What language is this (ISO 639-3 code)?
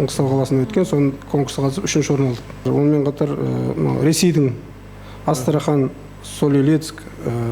kaz